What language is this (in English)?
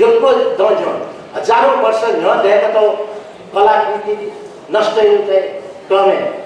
Newari